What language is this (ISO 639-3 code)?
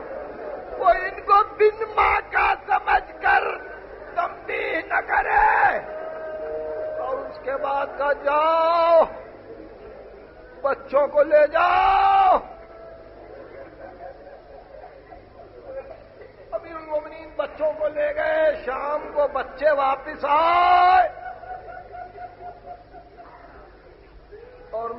urd